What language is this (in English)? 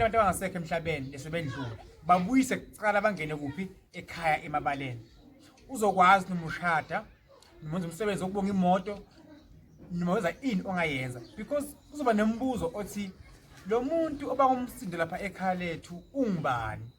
Zulu